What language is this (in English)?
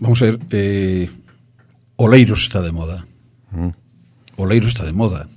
Galician